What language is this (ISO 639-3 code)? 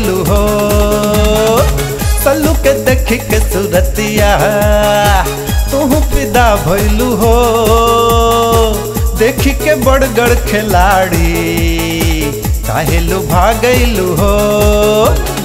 bho